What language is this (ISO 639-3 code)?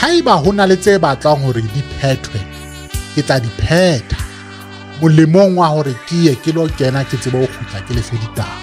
sot